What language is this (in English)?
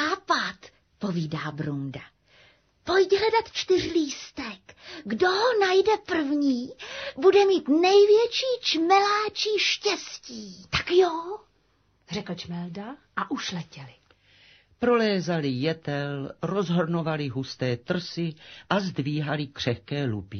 Czech